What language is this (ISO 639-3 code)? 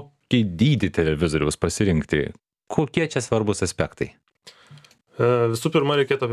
lit